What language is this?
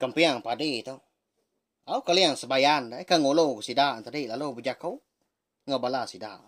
Iban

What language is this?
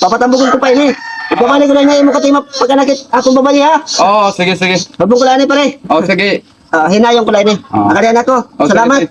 Waray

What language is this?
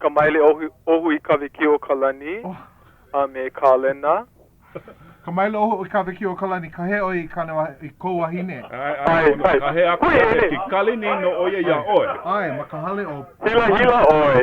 Hawaiian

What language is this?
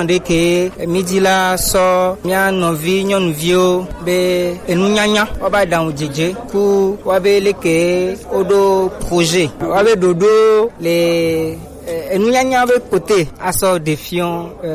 Gen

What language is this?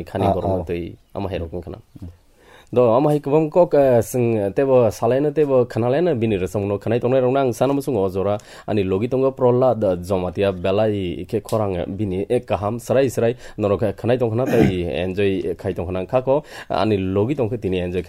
Kok Borok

